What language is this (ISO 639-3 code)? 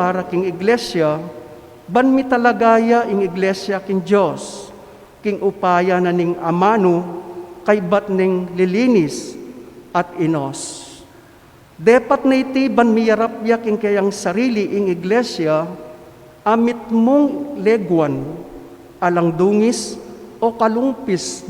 pam